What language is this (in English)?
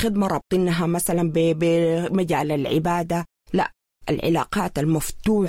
Sudanese Arabic